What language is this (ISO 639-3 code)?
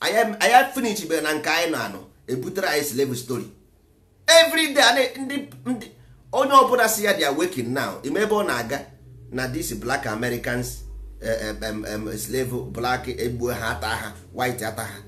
ibo